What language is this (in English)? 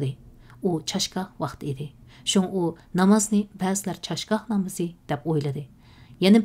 Uyghur